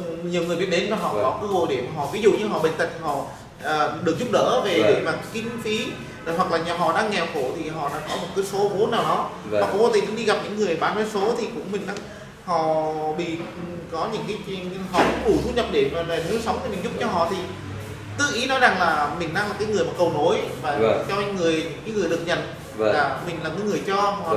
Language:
Vietnamese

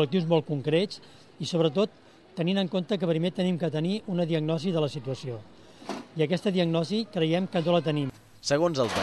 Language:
Catalan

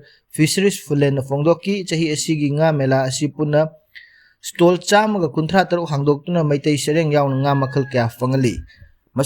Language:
Manipuri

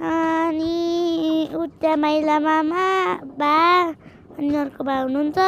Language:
Nepali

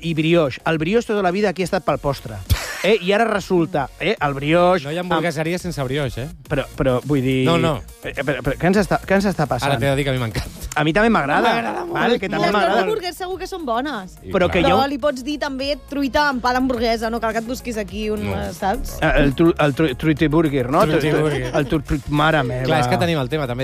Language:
Catalan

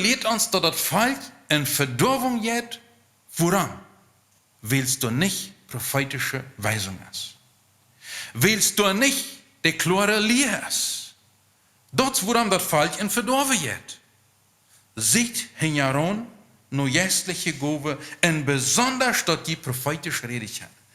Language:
Plautdietsch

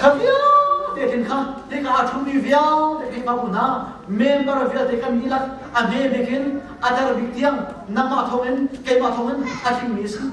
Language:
Hakha Chin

